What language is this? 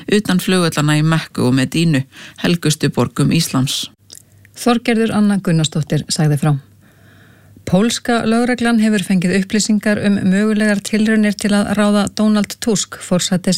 Icelandic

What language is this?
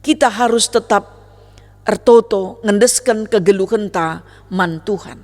Batak Karo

